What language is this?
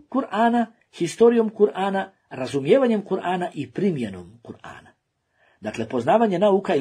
Bosnian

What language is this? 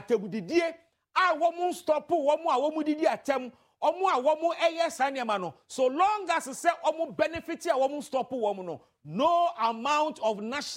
Akan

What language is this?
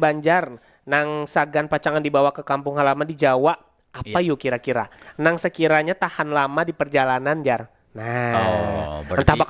Banjar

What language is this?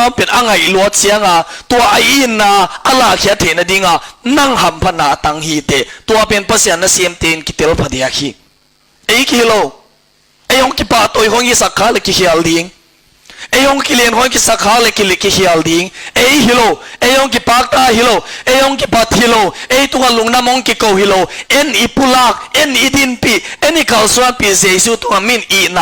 Tedim Chin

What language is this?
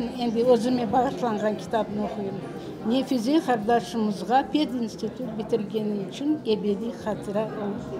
Crimean Tatar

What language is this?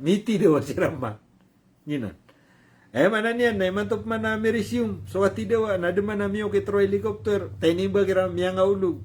Maranao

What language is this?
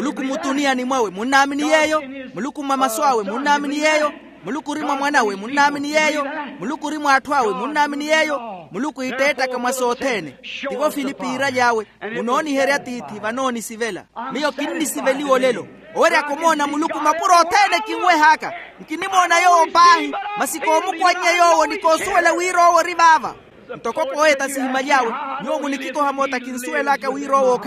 Makhuwa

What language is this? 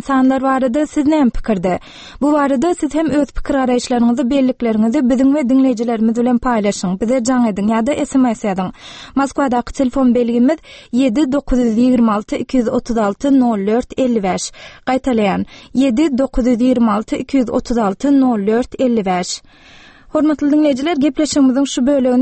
Turkmen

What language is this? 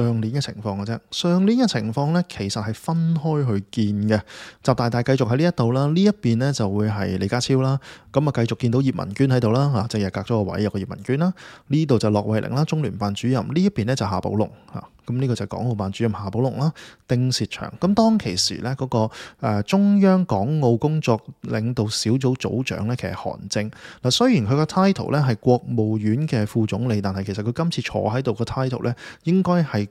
Cantonese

